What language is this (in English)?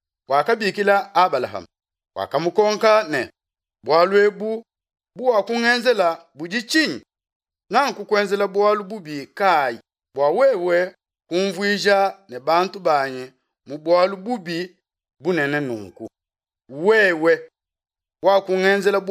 Luba-Lulua